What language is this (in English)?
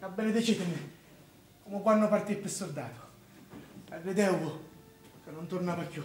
Sicilian